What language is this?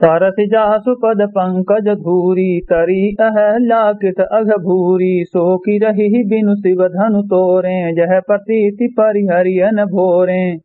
Awadhi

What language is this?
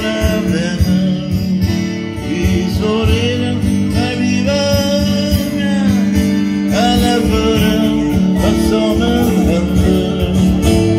Swedish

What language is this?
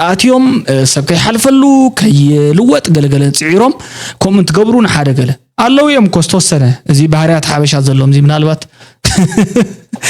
Tigrinya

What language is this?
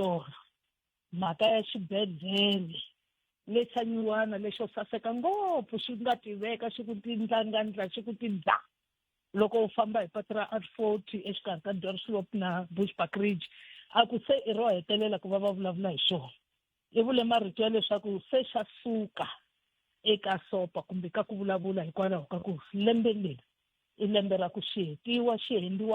Tsonga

